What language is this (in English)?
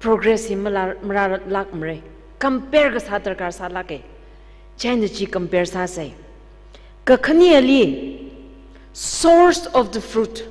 Tangkhul Naga (India)